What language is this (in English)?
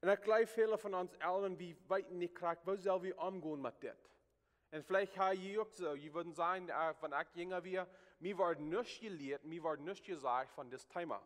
Plautdietsch